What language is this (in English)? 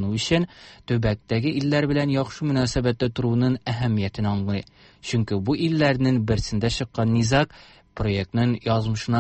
Tatar